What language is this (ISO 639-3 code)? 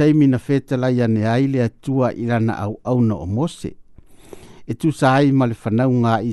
smo